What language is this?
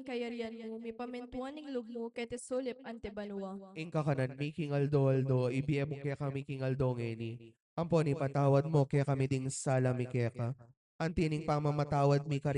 Pampanga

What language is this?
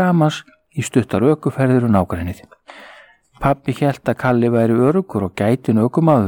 Icelandic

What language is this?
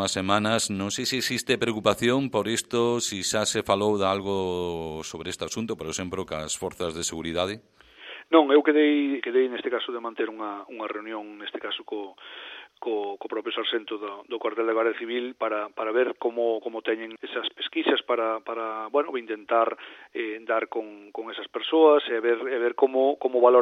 Galician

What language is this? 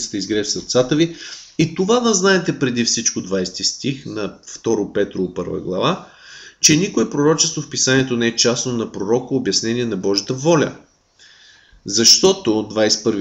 Bulgarian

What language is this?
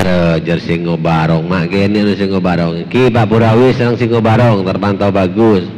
Madurese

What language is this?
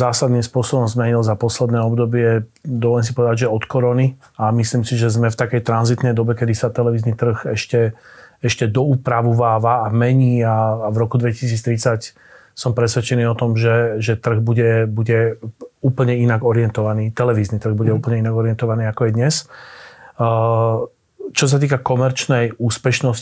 Slovak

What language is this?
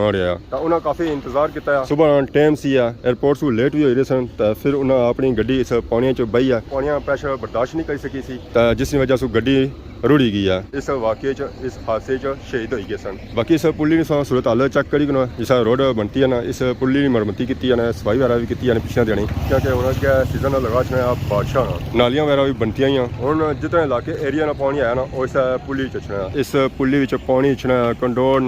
Pahari-Potwari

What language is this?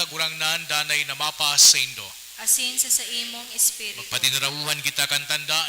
Bikol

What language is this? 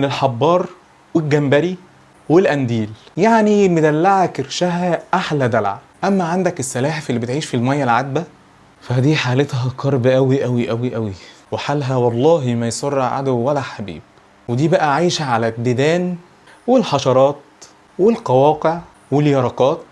Egyptian Arabic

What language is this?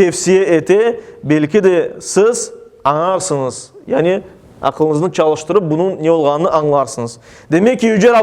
Crimean Tatar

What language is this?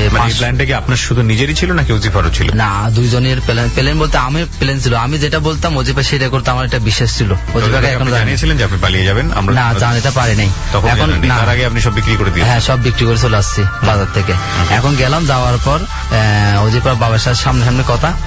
Bangla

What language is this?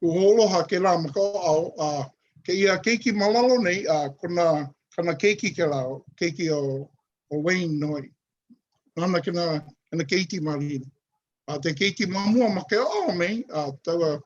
Hawaiian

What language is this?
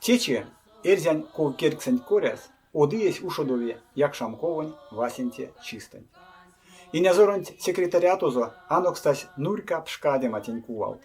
Erzya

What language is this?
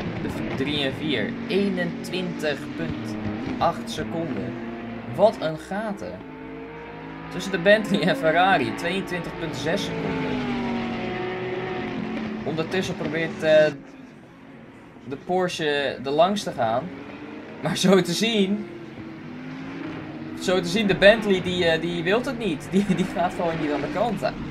Dutch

